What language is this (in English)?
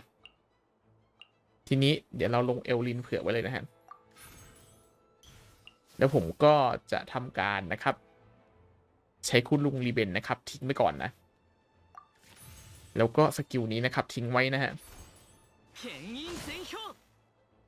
Thai